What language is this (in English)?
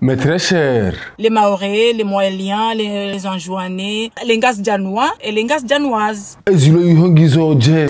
Ngazidja Comorian